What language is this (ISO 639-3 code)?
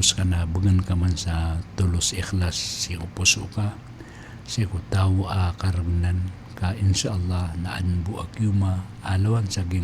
mrw